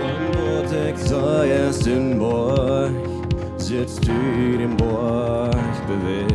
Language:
Plautdietsch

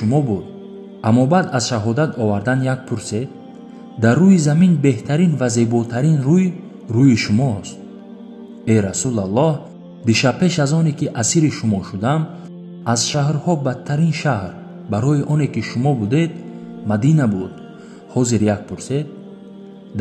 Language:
Tajik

